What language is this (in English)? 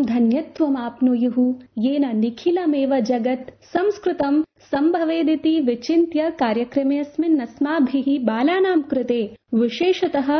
Sanskrit